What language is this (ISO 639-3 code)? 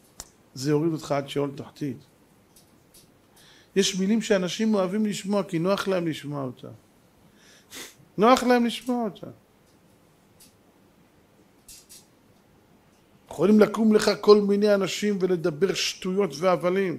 heb